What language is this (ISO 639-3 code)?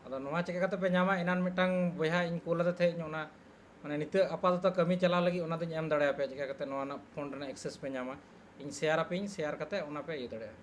sat